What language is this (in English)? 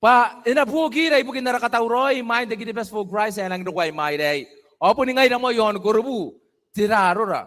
Gilbertese